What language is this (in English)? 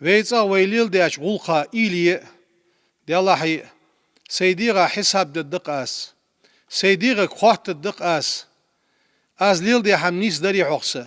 Ingush